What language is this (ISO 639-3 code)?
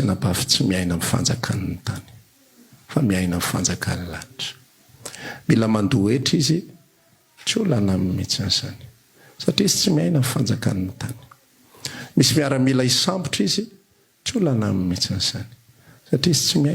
mlg